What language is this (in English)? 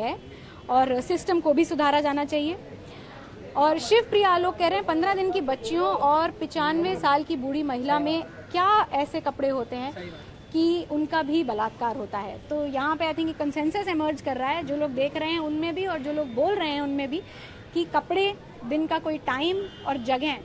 Hindi